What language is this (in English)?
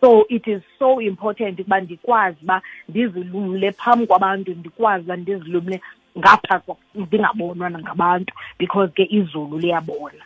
Xhosa